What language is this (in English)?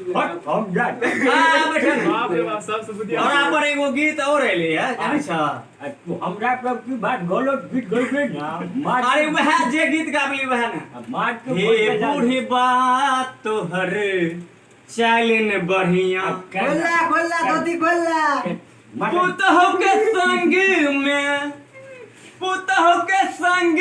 Maithili